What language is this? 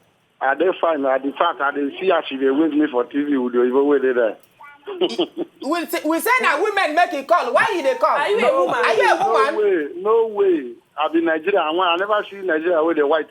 Nigerian Pidgin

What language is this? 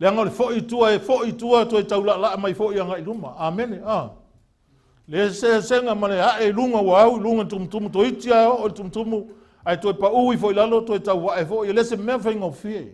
Samoan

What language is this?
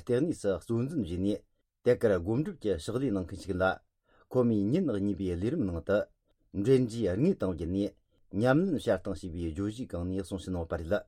Tibetan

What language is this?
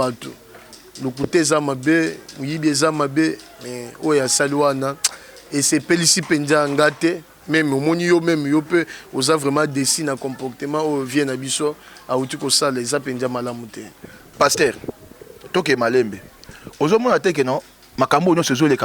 Lingala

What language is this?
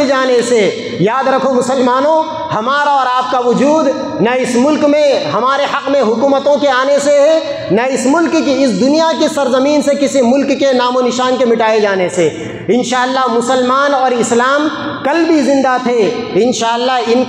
Urdu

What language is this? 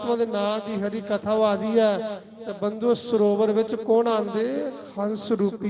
Dogri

